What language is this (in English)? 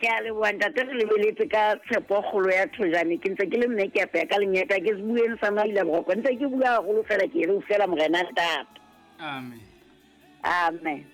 Southern Sotho